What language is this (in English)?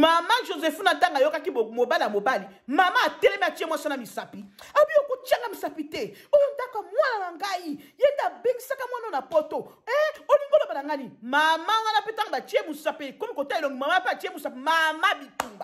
Lingala